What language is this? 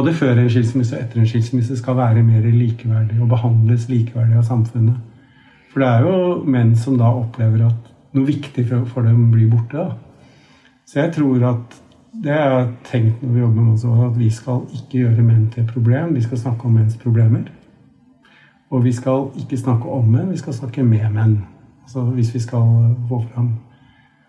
Norwegian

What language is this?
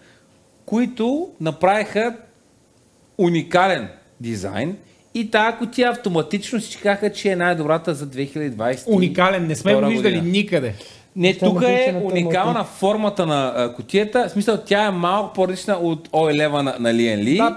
Bulgarian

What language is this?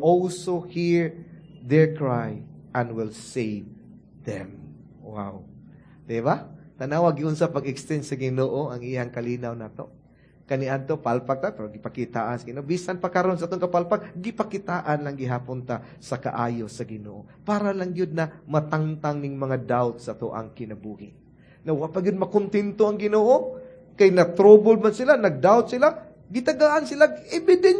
Cebuano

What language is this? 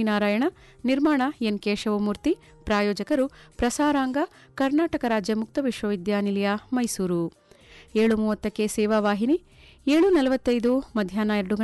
Kannada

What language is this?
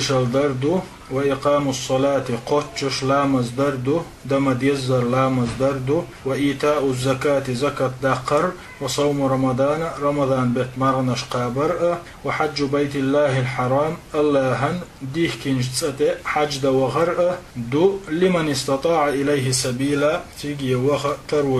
Chechen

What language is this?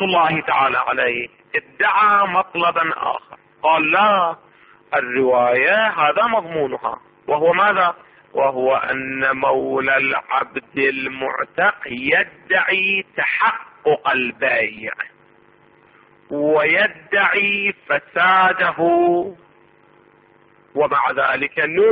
Arabic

